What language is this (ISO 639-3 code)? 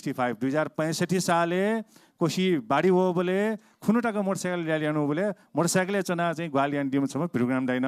new